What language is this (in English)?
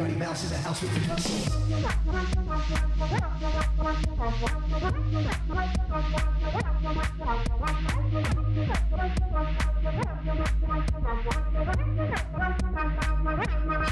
English